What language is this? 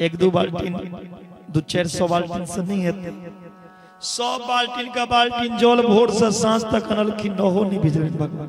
Maithili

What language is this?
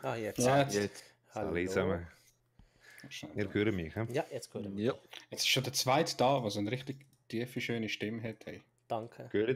Swiss German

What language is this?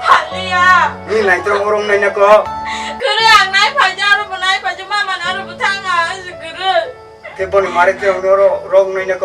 Kok Borok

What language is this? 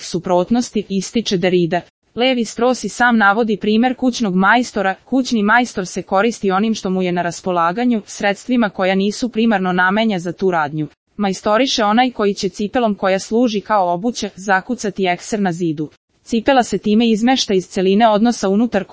Serbian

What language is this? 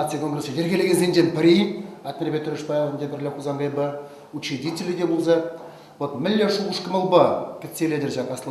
Chuvash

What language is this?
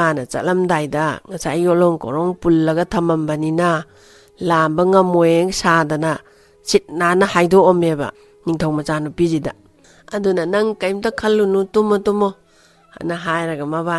Manipuri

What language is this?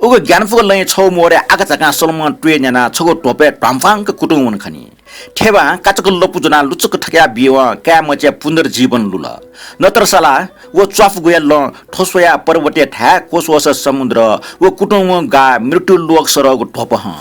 Newari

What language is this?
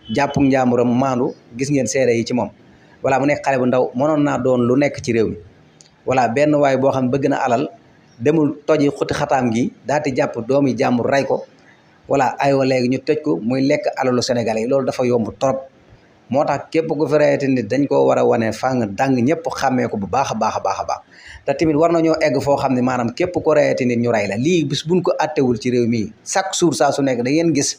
Wolof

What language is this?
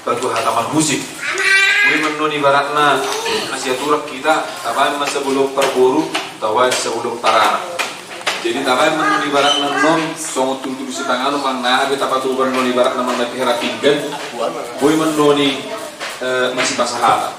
Batak Toba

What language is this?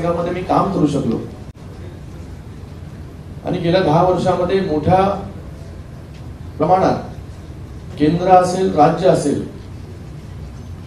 Marathi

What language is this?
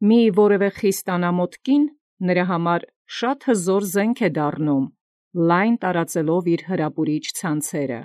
Armenian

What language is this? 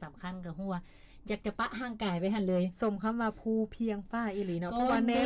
Lao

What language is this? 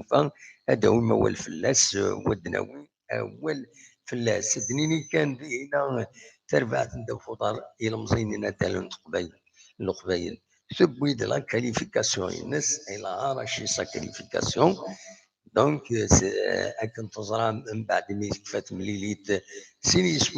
Kabyle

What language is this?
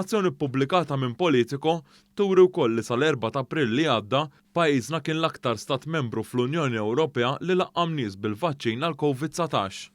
Maltese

